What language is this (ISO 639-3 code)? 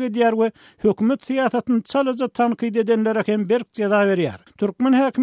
tuk